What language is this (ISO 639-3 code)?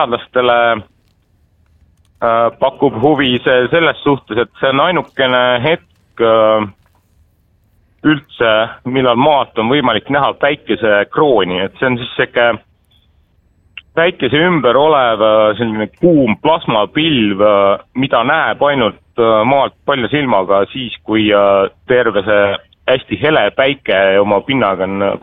est